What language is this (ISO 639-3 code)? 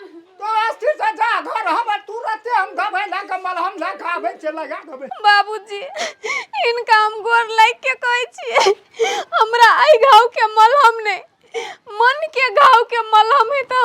mai